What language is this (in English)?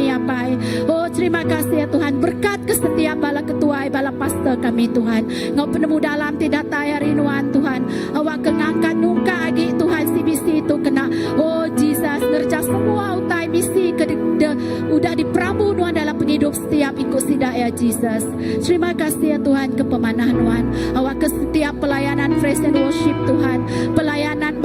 Iban